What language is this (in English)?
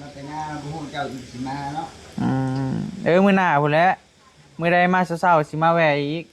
Northeastern Thai